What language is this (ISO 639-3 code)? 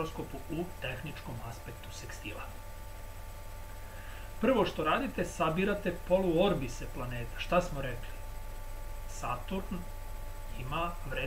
srp